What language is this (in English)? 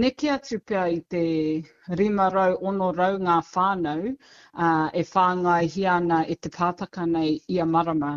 Māori